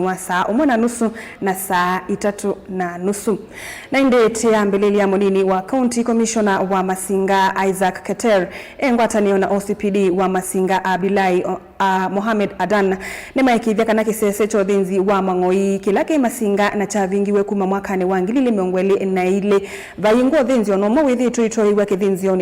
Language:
Kamba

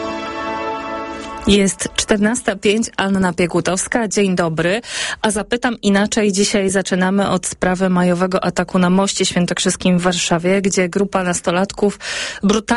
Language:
Polish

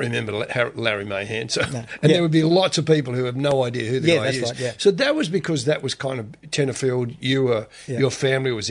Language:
English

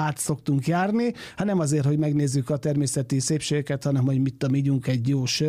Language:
Hungarian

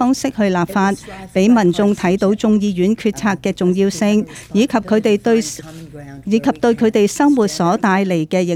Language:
Cantonese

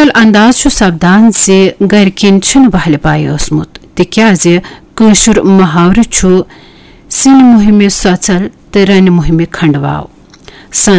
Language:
Kashmiri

